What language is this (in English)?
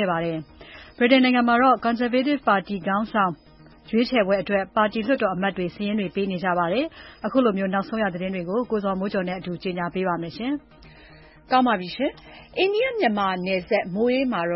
Burmese